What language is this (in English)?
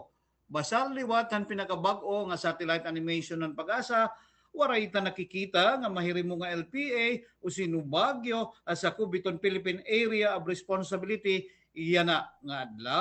Waray